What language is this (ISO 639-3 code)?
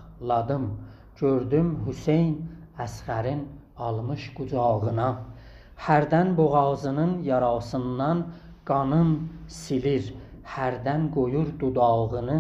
azb